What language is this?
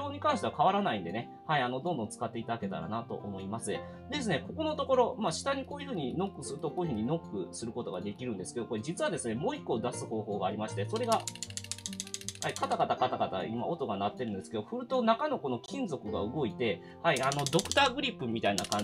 Japanese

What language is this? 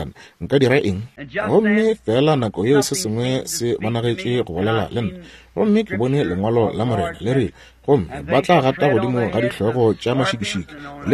Northern Sotho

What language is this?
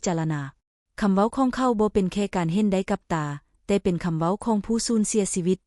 Lao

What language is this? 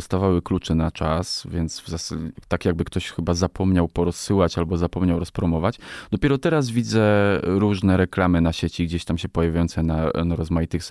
Polish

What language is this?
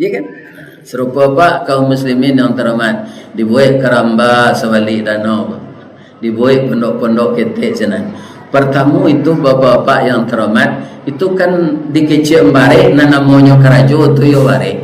Minangkabau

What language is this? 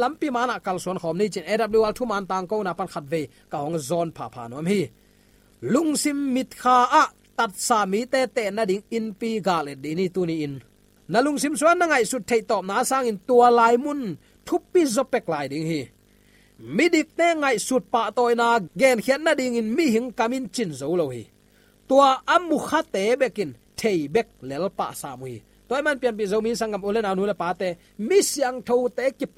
Tedim Chin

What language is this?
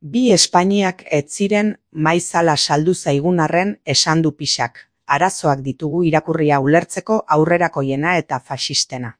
Basque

